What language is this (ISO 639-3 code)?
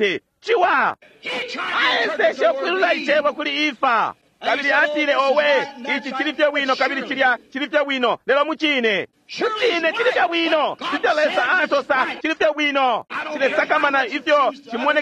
bem